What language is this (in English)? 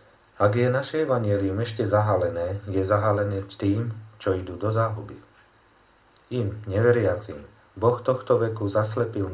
Slovak